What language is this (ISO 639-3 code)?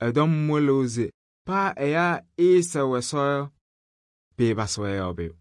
kbp